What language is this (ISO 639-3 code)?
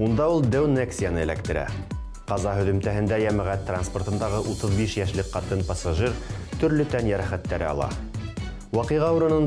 bak